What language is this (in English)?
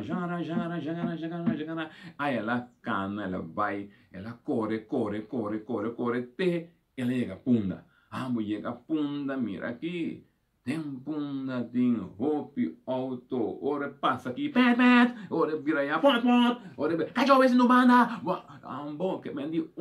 Papiamento